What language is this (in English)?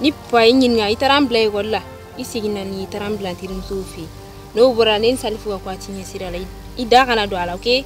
Bambara